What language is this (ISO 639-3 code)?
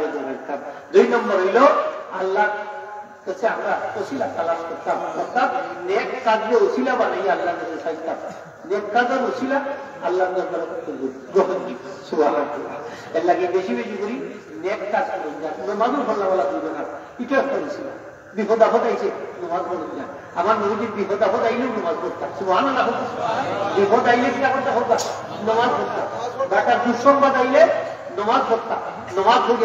syl